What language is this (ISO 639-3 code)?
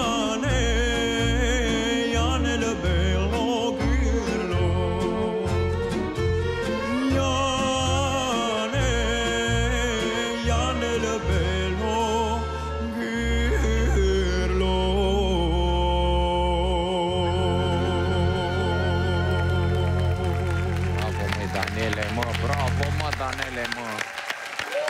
ron